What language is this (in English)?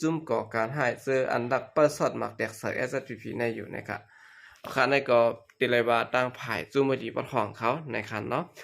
Shan